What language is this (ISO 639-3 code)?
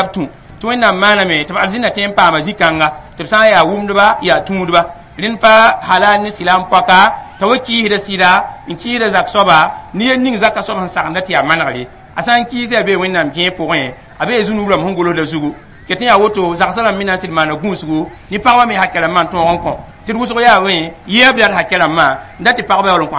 mos